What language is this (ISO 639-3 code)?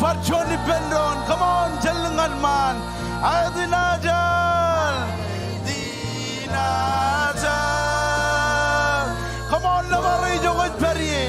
mah